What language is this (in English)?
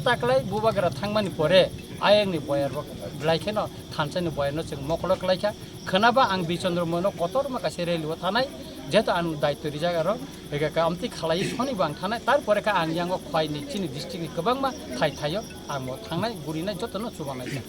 Kok Borok